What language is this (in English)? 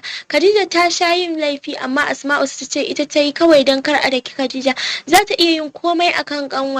Hausa